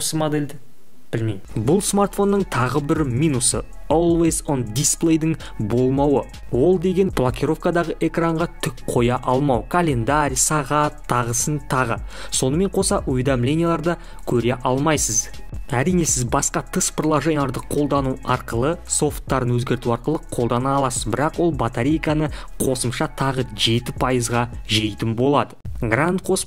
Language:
Kazakh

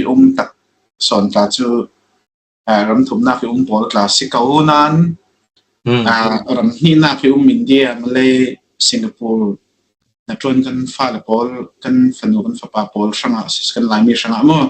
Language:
Falam Chin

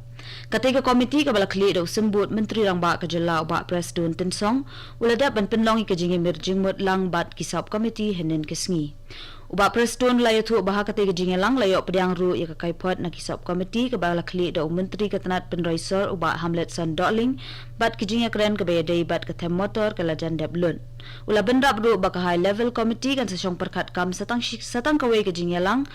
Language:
Khasi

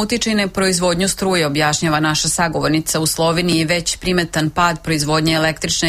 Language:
Serbian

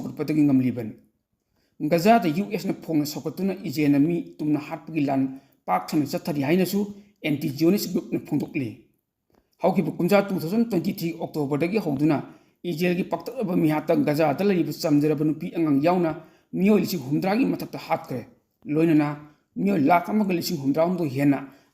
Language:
Manipuri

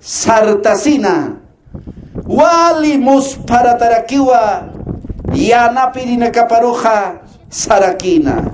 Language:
Aymara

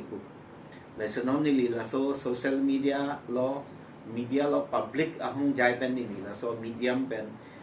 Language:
Karbi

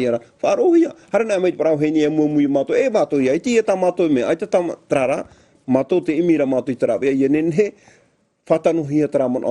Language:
Tahitian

